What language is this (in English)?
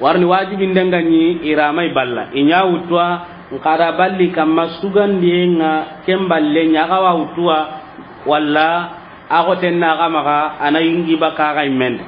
Soninke